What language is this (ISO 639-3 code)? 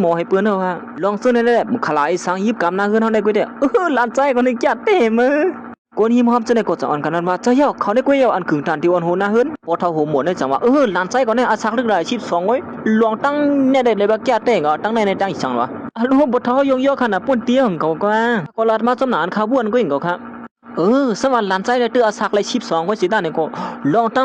shn